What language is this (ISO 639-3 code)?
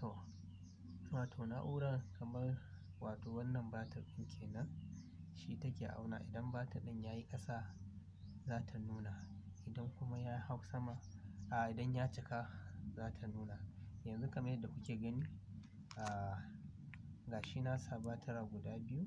hau